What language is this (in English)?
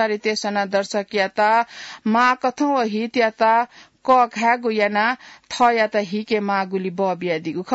Newari